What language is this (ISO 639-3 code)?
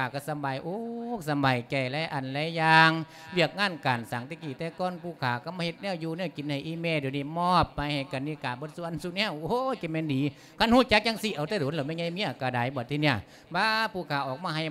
lao